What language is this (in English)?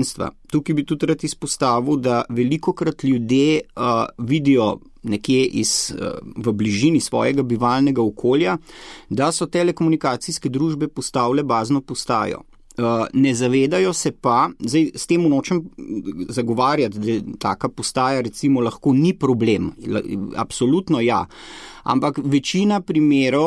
Slovenian